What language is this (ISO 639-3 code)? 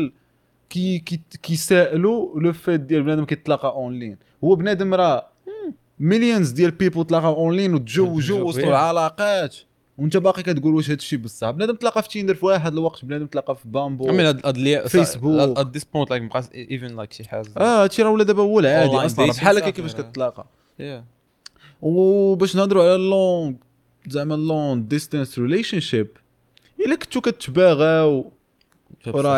ary